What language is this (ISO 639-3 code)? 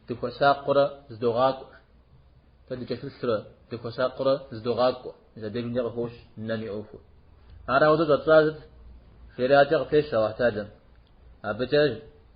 kbd